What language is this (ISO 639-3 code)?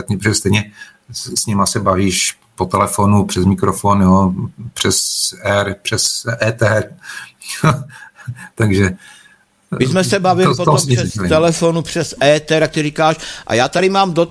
ces